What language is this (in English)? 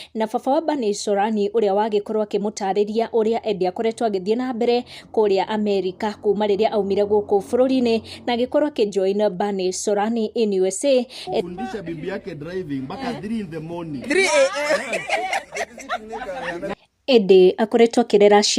Kikuyu